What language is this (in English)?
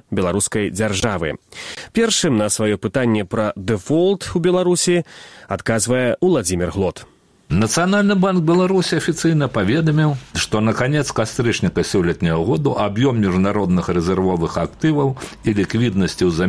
Belarusian